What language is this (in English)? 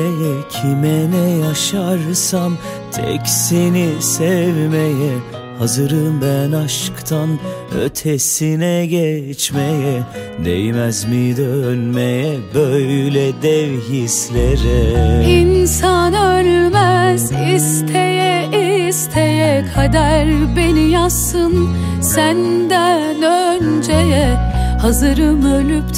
Turkish